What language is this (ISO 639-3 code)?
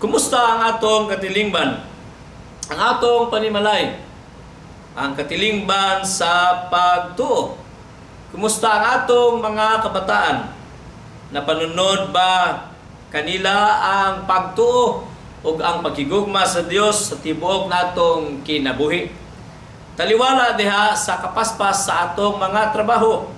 ceb